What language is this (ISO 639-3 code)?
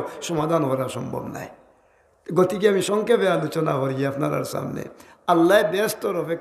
syl